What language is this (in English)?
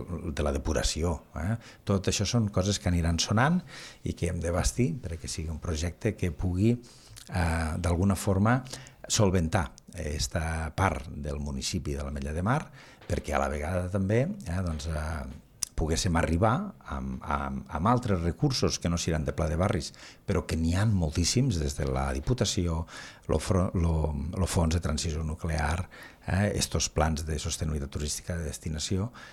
Catalan